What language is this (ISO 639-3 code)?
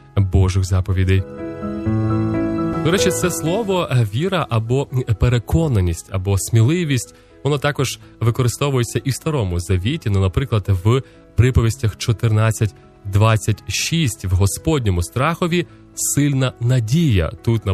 ukr